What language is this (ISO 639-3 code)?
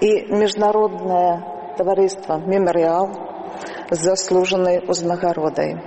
bel